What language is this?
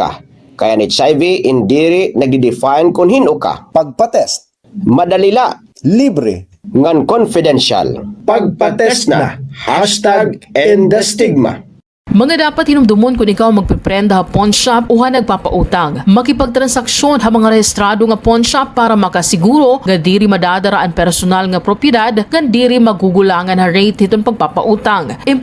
Waray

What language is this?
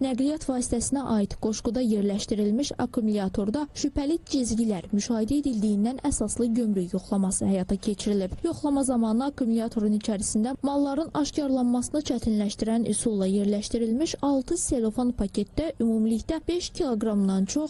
Azerbaijani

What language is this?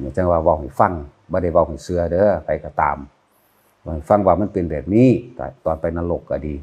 Northeastern Thai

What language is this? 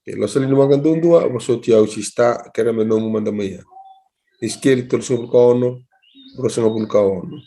Fijian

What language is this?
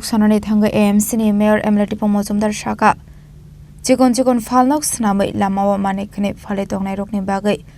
Kok Borok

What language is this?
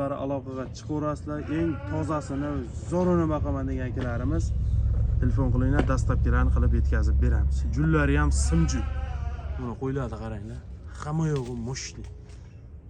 Uzbek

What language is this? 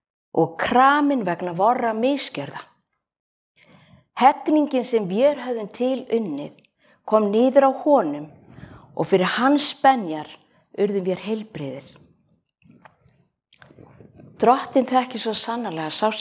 Icelandic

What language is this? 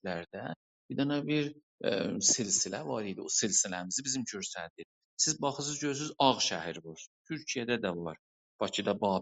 South Azerbaijani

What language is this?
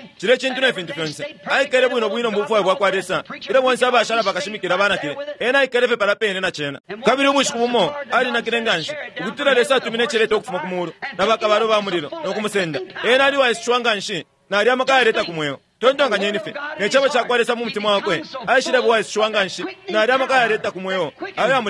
Bemba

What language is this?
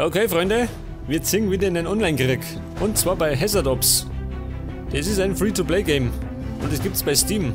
Bavarian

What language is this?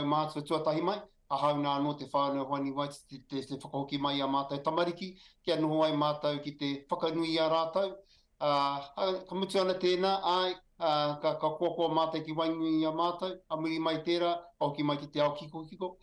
Māori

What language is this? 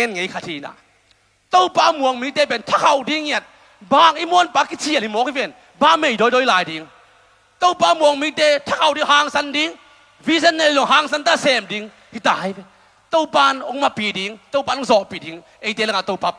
Tedim Chin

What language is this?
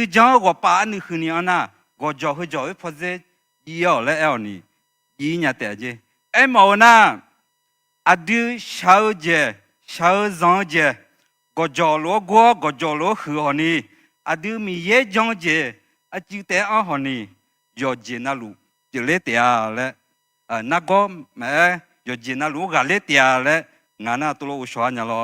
Akha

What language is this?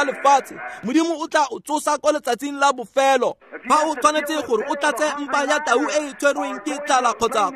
Tswana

